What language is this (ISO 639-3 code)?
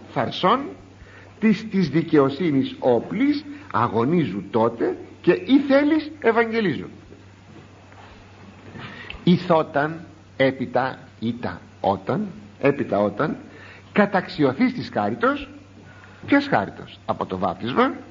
ell